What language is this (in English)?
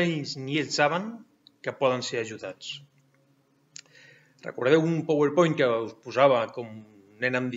Catalan